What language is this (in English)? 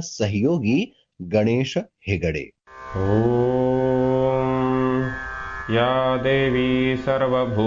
Sanskrit